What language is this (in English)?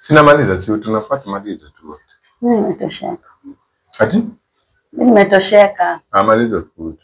Swahili